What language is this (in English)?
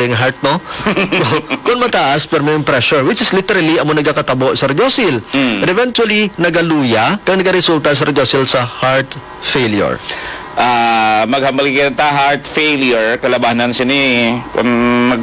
Hiligaynon